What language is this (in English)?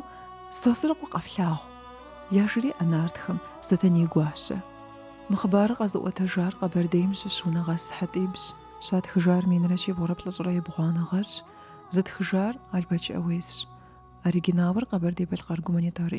Kabardian